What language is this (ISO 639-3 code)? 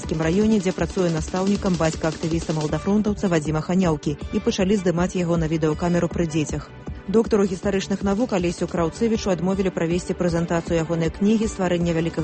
bel